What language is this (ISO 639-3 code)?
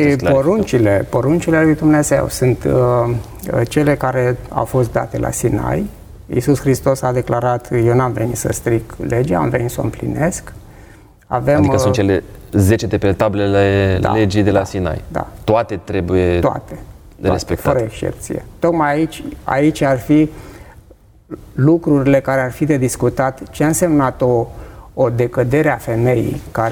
ron